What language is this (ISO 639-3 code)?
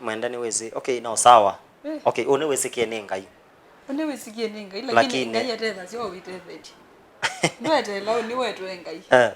kam